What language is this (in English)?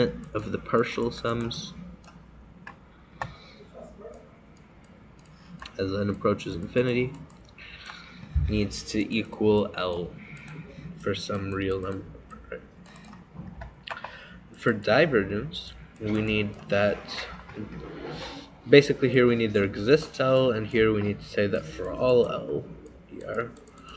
English